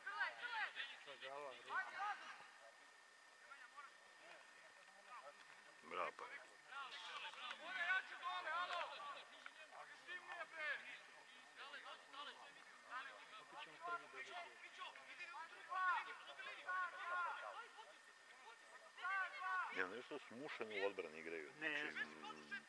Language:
Serbian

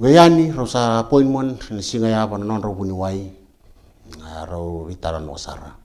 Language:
Fijian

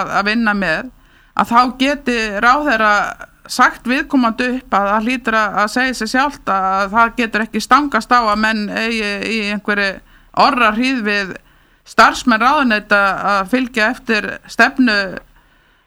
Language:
Icelandic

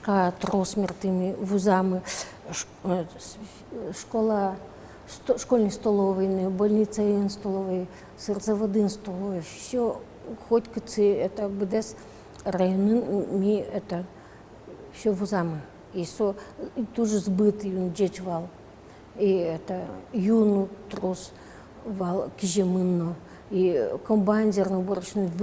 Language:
Udmurt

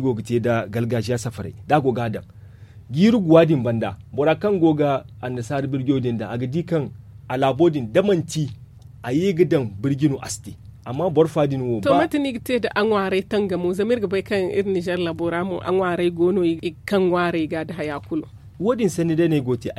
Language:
Zarma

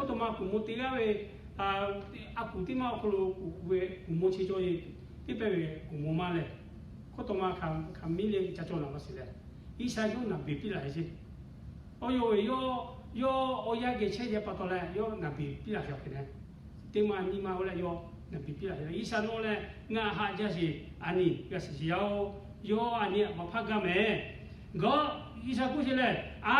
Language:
Lahu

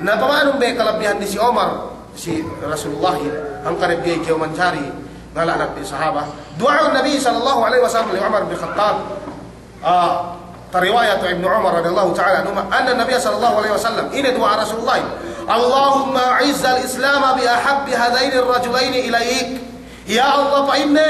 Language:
Yakan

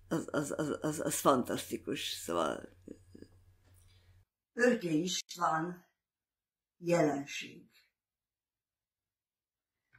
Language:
Hungarian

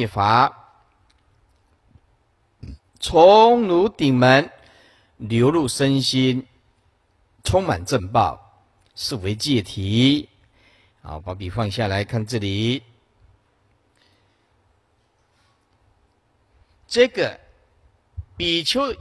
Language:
Chinese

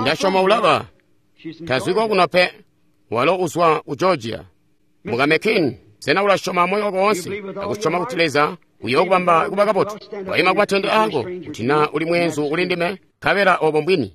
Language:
Tonga (Zambia)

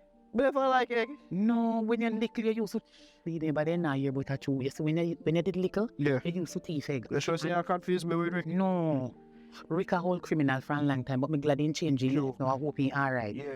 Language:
Jamaican Creole English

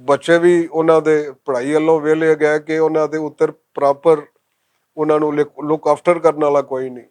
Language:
Western Panjabi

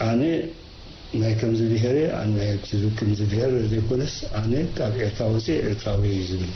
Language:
Tigrinya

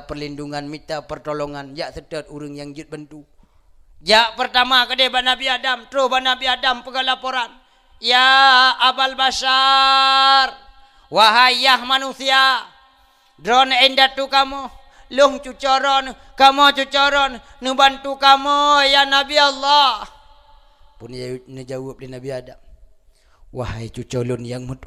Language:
Achinese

